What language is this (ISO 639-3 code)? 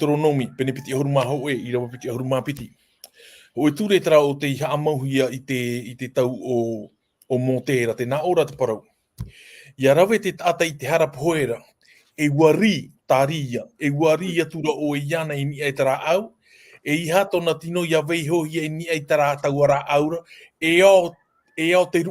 tah